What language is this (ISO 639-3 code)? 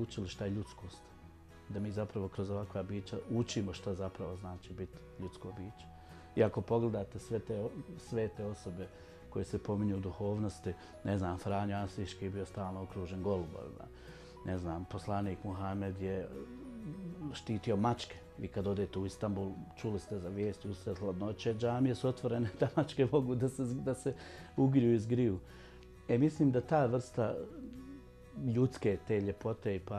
bos